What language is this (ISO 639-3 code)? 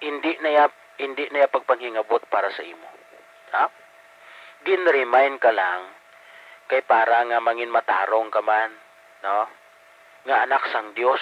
hil